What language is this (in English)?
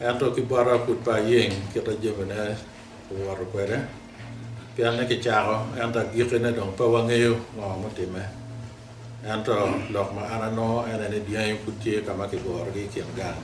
Acoli